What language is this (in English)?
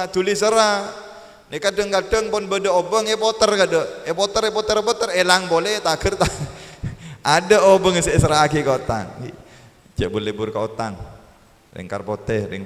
Madurese